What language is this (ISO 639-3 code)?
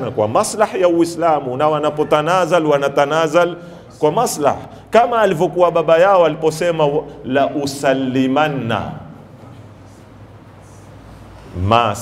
swa